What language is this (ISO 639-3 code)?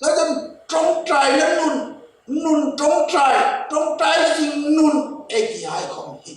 hmr